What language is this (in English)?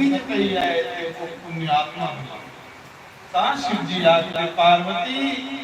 Dogri